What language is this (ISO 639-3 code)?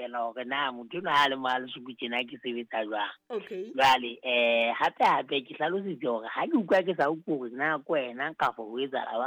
sot